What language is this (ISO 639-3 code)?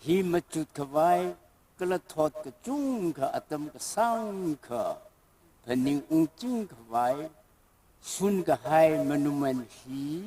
nmf